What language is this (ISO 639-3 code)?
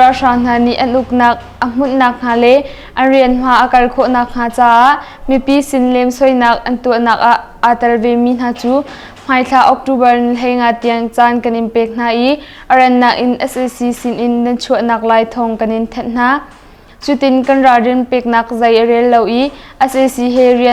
cnh